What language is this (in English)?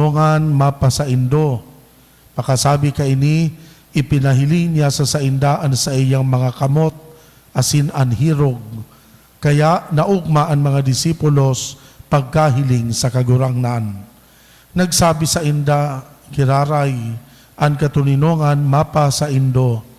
Bikol